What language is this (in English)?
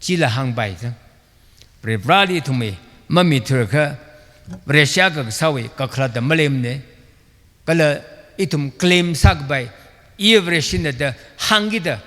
Tangkhul Naga (India)